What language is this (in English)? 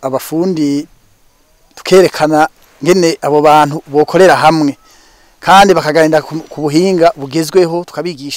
Rundi